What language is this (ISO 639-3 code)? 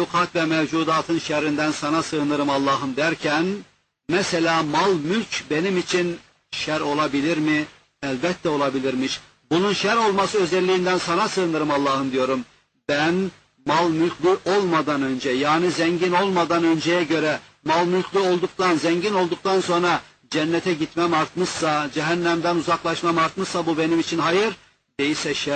tur